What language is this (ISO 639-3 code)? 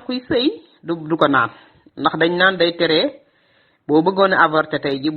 wol